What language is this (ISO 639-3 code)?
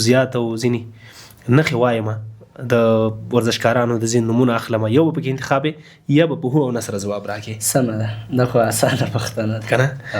pus